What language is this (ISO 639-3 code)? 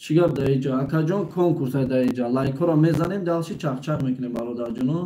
tgk